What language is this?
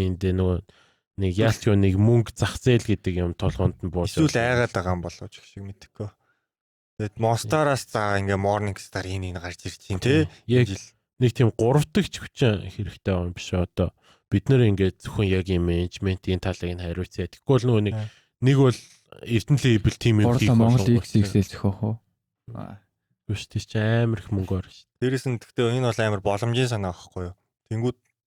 Mongolian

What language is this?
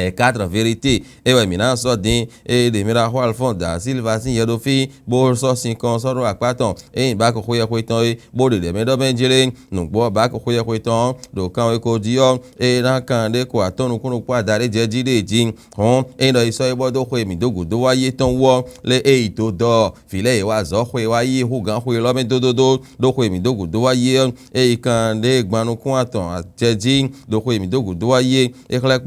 Fon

